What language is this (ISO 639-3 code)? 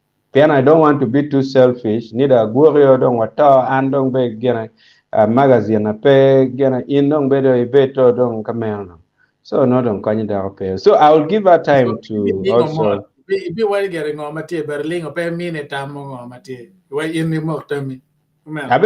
ach